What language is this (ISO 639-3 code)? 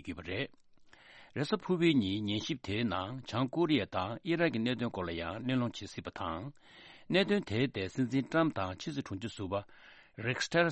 bod